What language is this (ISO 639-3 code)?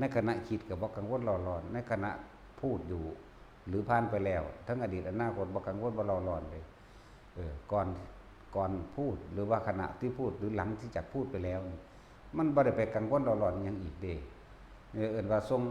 tts